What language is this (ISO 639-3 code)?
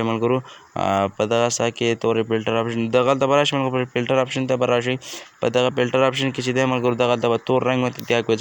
pus